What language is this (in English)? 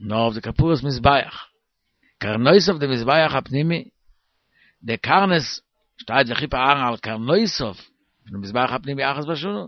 Yiddish